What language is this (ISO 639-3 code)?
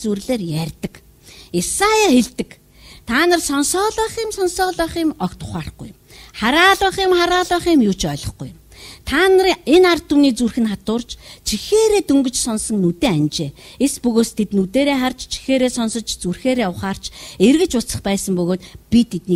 mon